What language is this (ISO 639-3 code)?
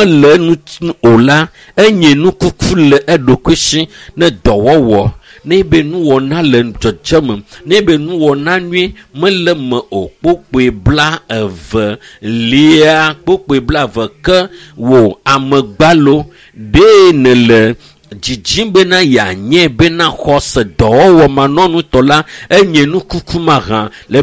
ewe